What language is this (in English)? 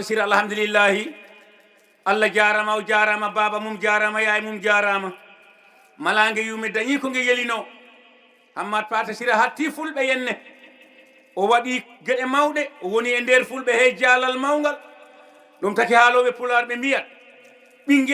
Fula